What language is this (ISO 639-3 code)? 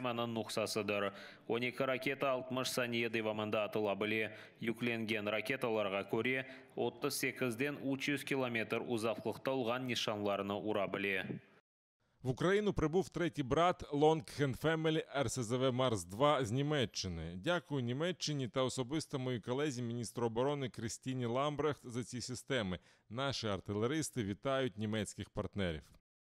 crh